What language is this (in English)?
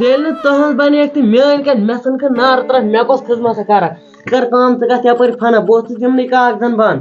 Kashmiri